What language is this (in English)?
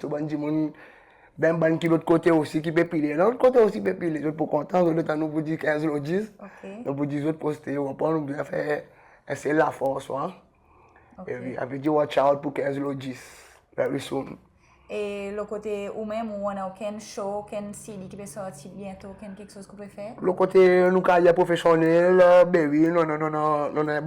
Seselwa Creole French